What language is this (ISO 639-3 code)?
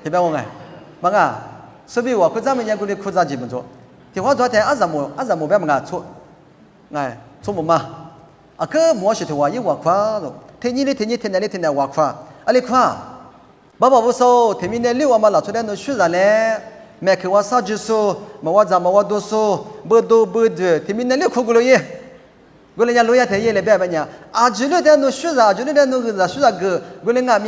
lis